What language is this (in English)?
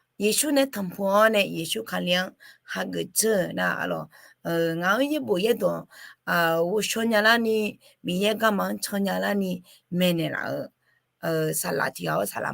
Akha